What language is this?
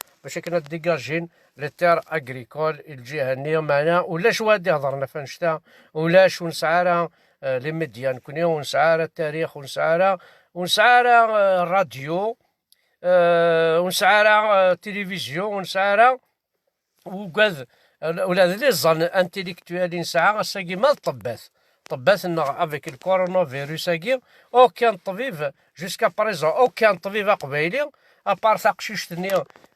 Kabyle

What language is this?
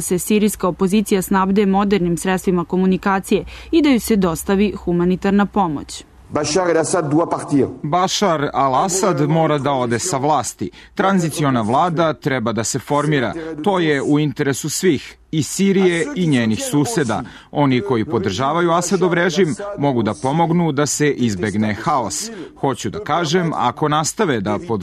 Serbian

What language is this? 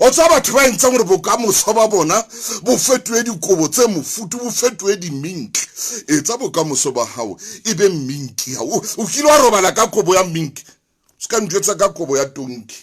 Southern Sotho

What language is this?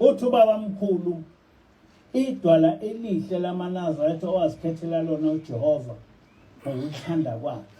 Zulu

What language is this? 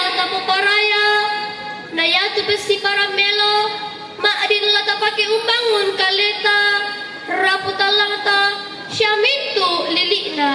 Toraja-Sa'dan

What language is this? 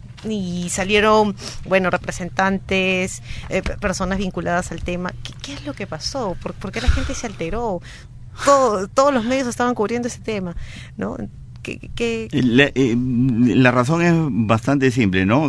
Spanish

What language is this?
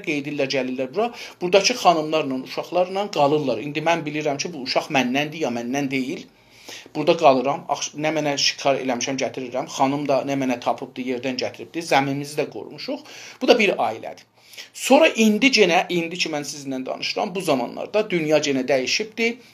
South Azerbaijani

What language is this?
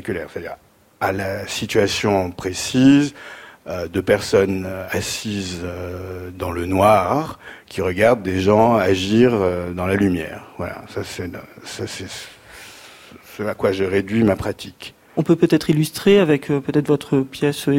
French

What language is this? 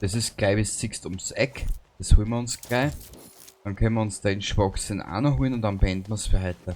Bavarian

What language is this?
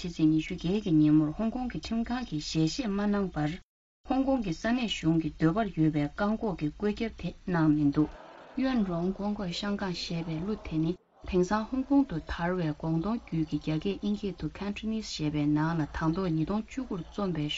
Tibetan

